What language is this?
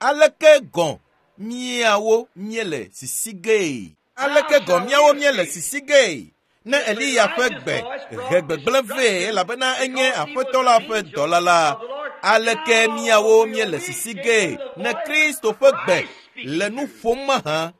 Ewe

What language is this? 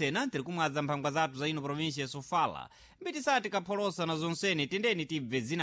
Sena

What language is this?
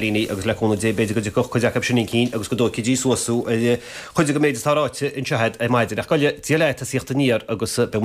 Irish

